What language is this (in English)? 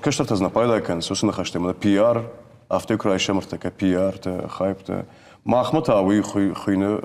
Ossetic